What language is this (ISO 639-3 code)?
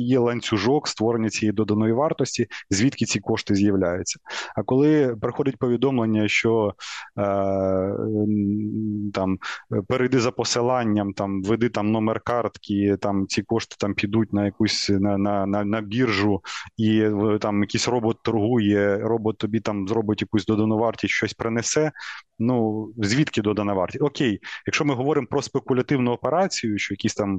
ukr